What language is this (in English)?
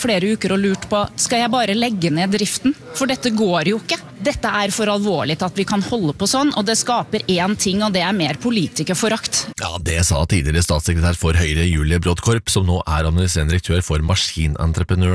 Norwegian